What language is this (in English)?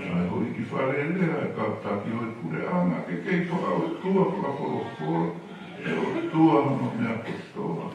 Tongan